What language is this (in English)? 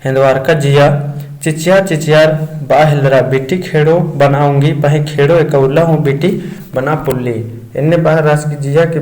Kurukh